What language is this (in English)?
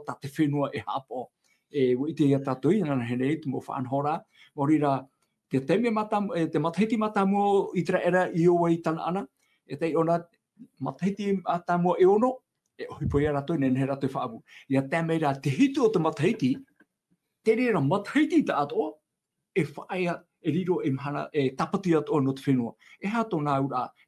Tahitian